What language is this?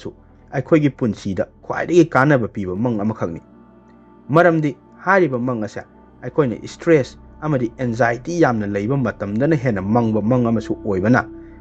Manipuri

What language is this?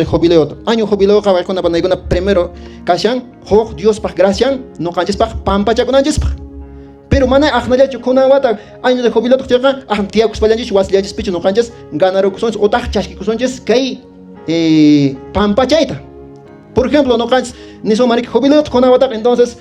Quechua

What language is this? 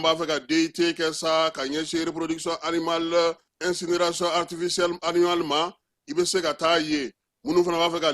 Bambara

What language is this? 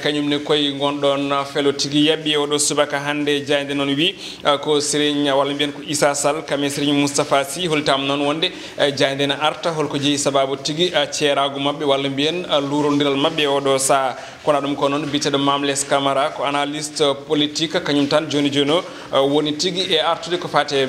Fula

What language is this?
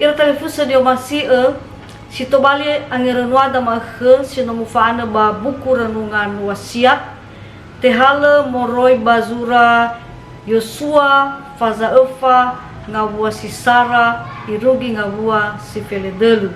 Nias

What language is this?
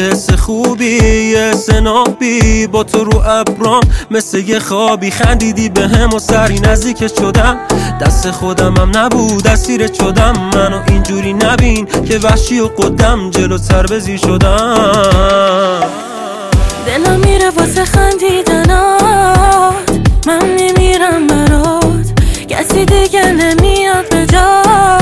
Persian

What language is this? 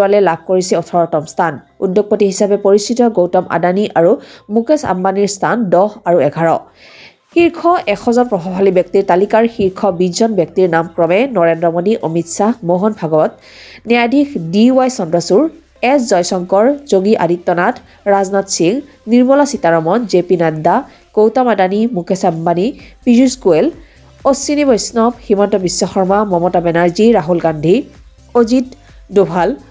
Assamese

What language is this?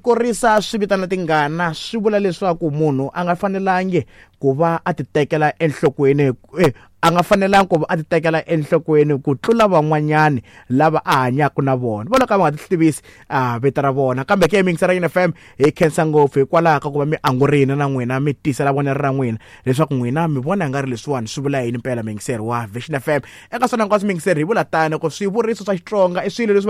Tsonga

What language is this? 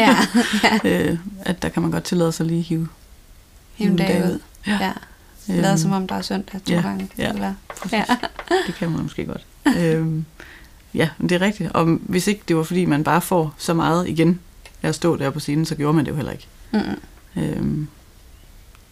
Danish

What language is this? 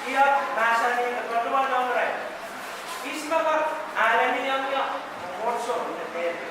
Pohnpeian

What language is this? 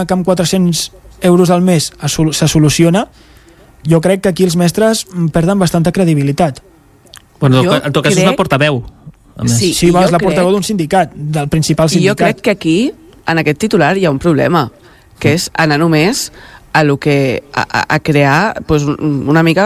Catalan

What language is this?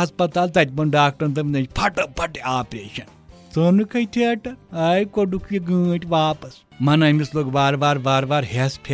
Kashmiri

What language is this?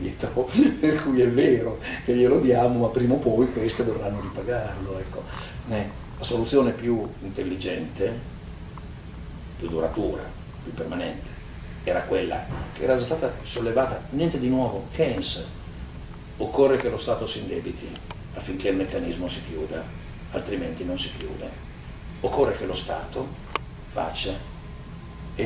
Italian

